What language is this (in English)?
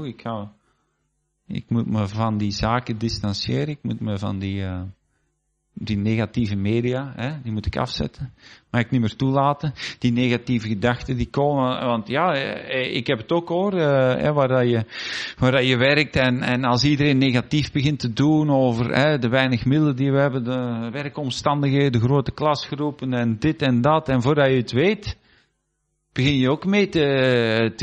Dutch